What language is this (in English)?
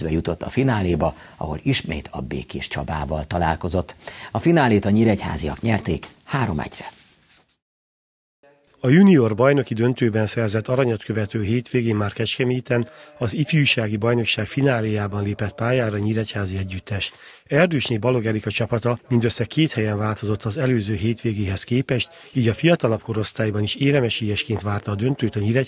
Hungarian